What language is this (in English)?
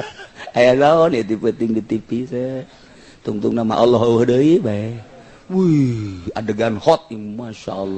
Sundanese